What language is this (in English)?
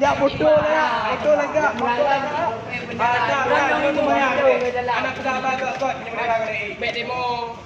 Achinese